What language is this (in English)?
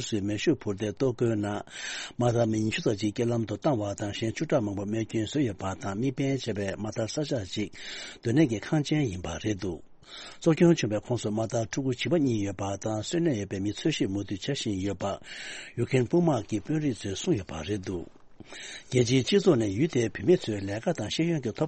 Tibetan